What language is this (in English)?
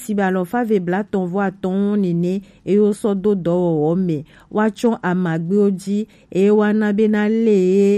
Gen